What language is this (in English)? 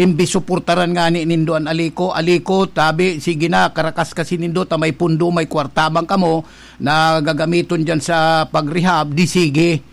Bikol